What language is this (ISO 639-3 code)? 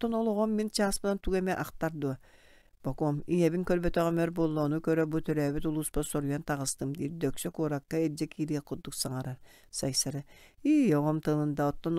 sah